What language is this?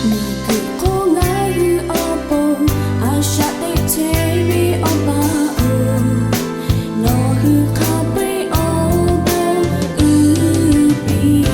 Lahu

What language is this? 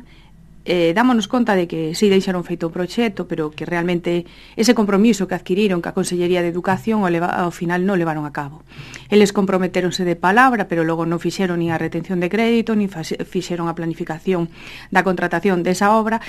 Galician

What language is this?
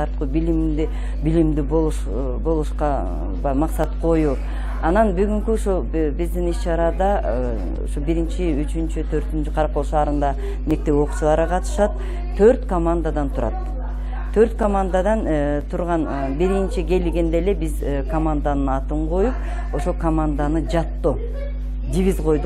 Kyrgyz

